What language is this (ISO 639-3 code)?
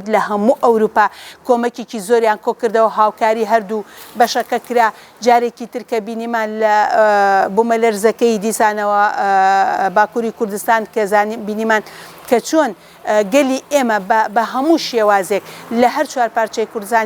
ckb